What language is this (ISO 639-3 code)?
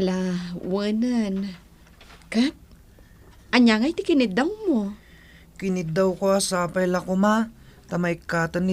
ilo